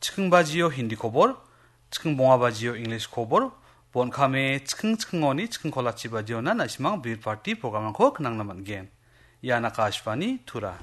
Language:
Garo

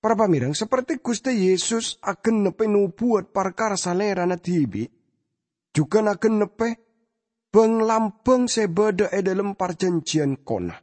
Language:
Madurese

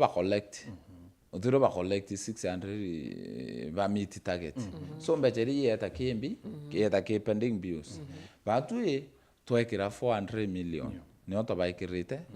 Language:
Meru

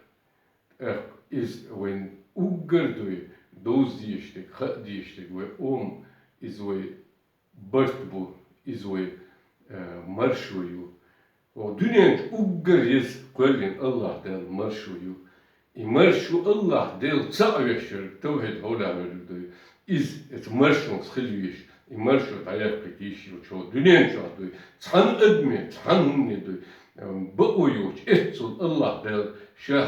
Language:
Chechen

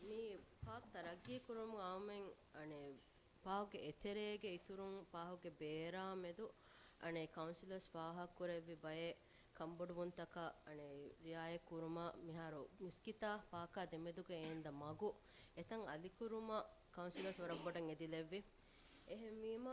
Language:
Divehi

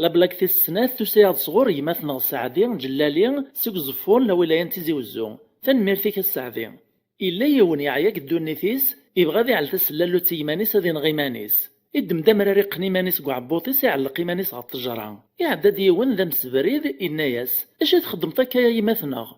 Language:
Kabyle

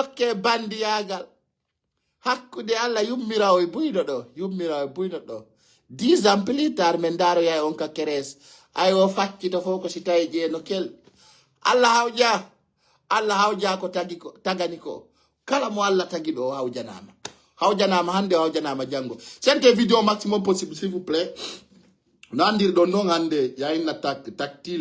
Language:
Fula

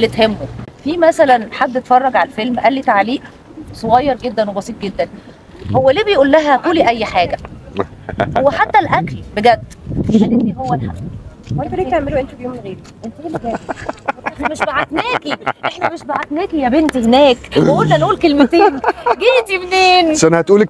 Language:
Egyptian Arabic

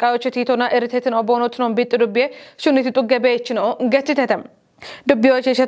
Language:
Kafa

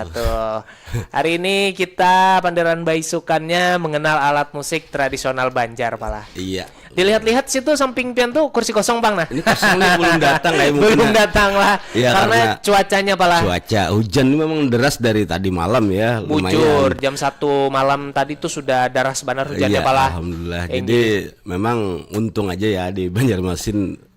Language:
Banjar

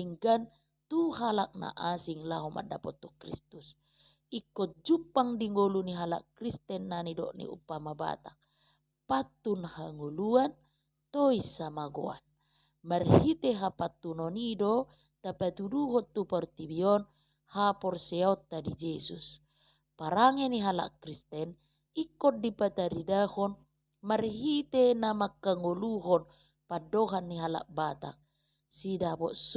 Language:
Batak Toba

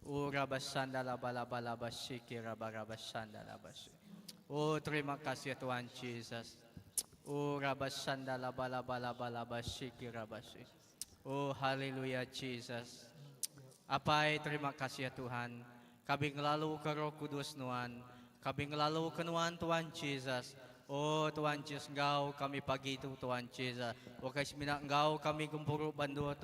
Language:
Iban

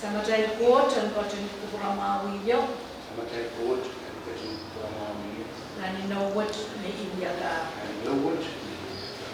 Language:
Pohnpeian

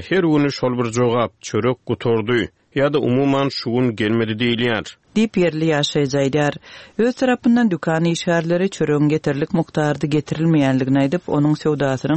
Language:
Turkmen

